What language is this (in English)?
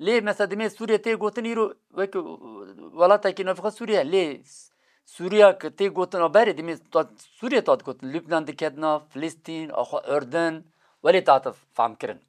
Kurdish